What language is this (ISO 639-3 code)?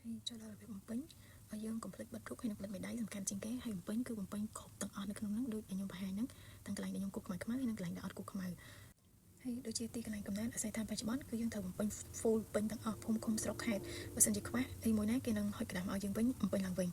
khm